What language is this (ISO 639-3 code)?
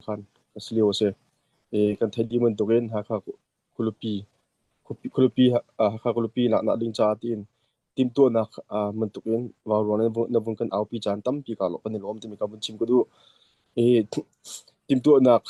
cnh